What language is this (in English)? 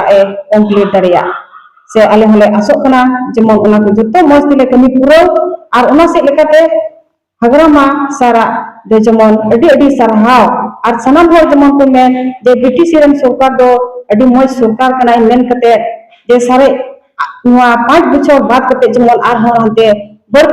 Santali